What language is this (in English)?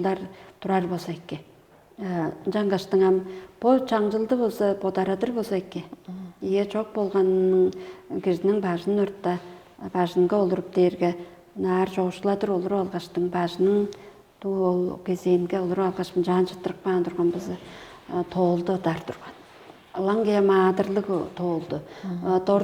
Tuvinian